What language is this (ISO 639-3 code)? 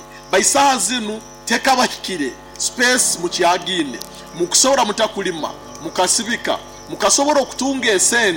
nyo